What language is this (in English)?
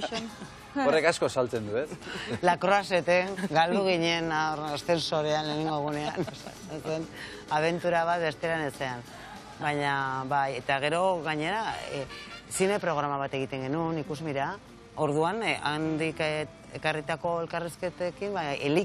Basque